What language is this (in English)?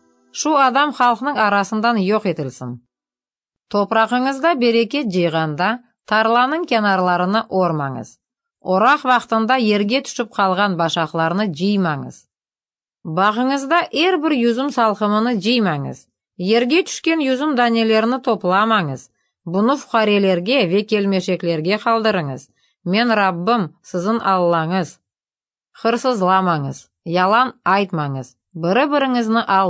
Crimean Tatar